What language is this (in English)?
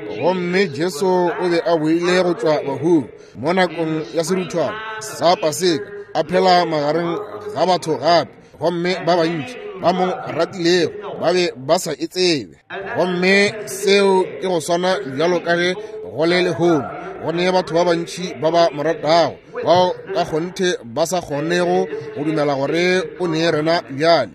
Northern Sotho